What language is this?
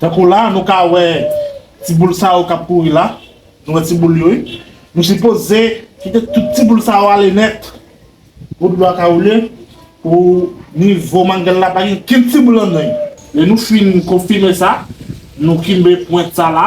Haitian Creole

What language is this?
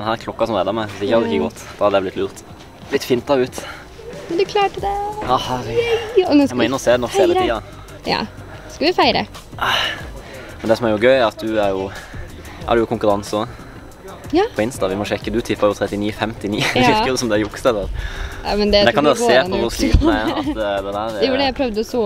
Norwegian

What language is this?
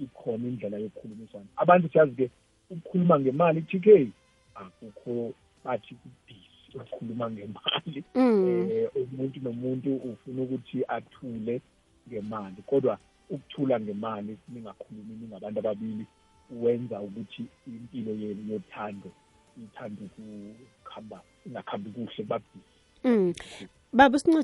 South Ndebele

